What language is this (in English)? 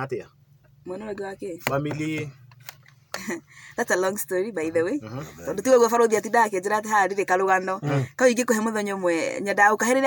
Kikuyu